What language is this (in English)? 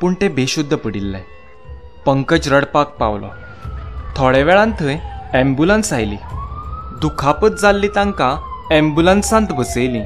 Konkani